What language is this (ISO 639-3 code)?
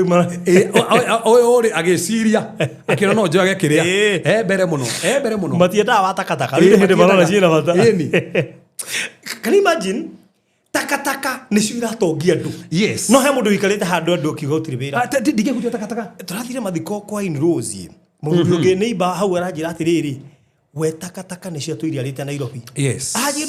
kik